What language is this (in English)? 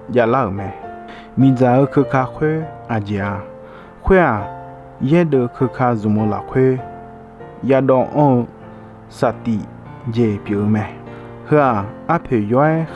Akha